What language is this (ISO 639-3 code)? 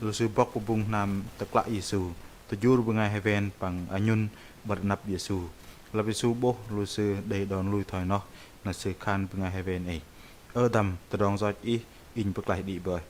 bdq